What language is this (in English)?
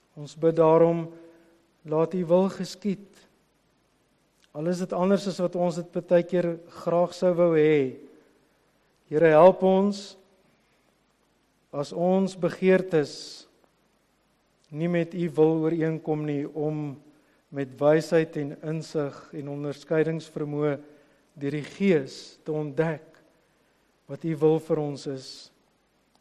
Afrikaans